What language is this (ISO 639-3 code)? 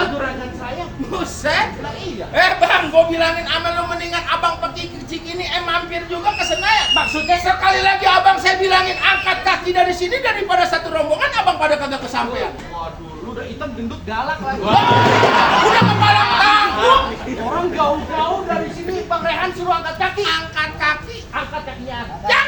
bew